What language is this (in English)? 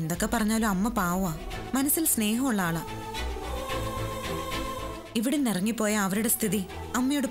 Malayalam